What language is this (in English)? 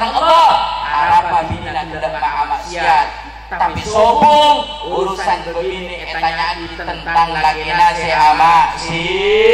Madurese